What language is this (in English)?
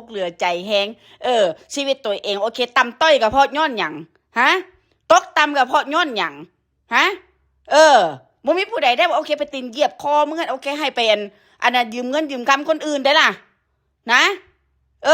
Northeastern Thai